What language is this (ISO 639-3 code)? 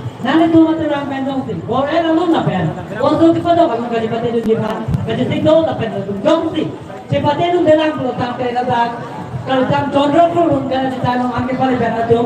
mjw